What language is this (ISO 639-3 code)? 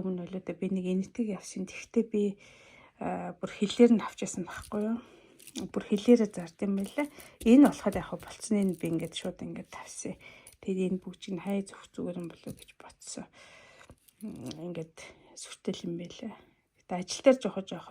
mon